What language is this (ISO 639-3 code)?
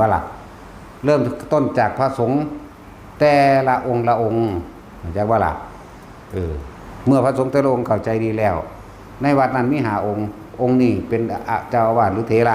tts